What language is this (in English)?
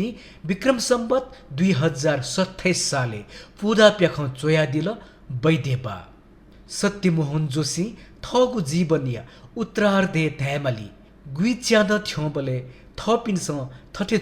Newari